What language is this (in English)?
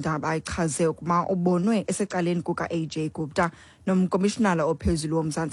Xhosa